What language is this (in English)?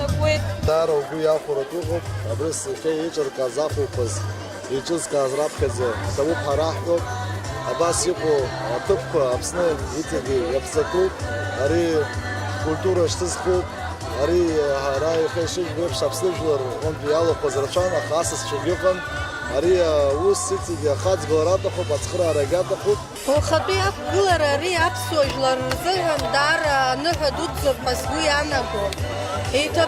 Abkhazian